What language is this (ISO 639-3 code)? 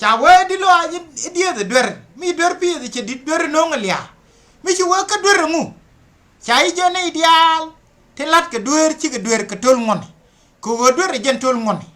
nus